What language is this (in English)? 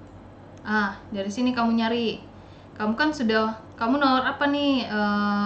Indonesian